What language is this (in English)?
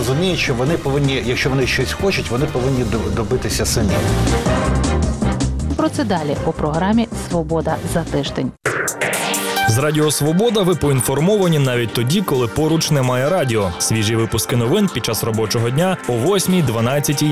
Ukrainian